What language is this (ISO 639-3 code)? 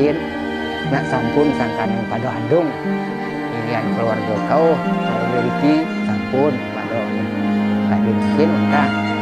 ban